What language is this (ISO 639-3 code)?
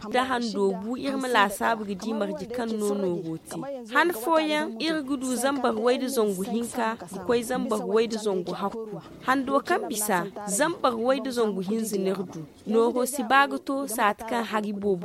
dje